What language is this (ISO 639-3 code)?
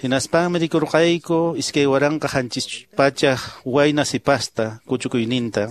que